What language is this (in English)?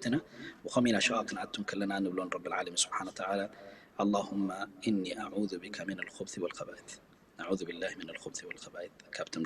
Tigrinya